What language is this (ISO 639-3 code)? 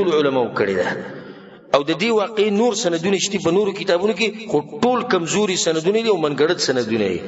pus